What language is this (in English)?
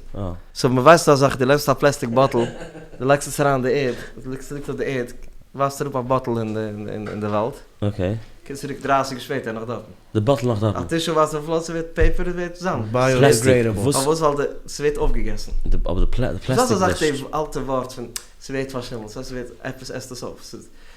Yiddish